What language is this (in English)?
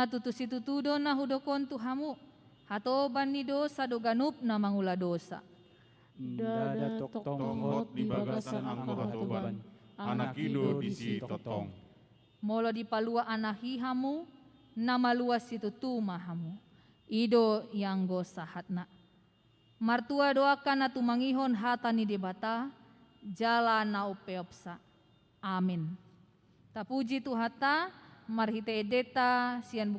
Batak Toba